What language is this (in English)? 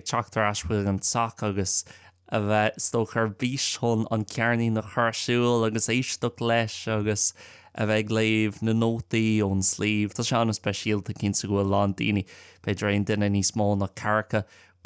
Irish